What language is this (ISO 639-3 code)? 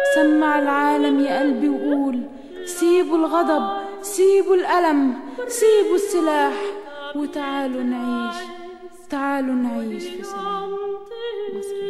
arz